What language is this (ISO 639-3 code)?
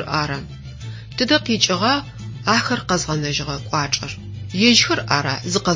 ady